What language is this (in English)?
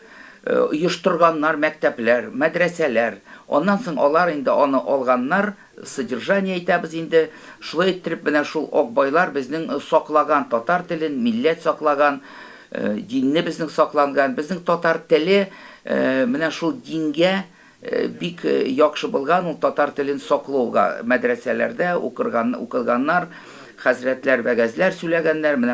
Tatar